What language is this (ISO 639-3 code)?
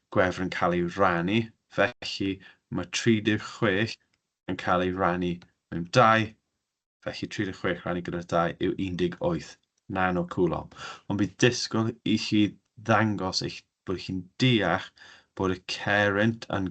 cym